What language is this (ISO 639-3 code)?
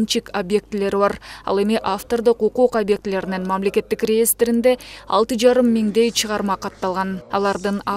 kir